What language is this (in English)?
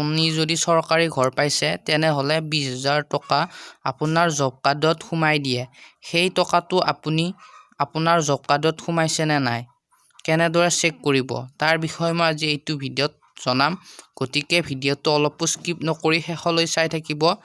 Assamese